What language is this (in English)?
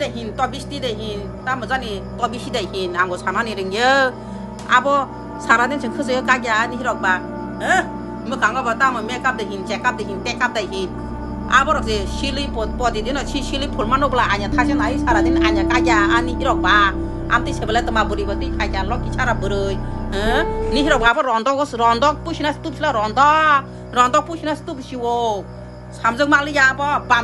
Kok Borok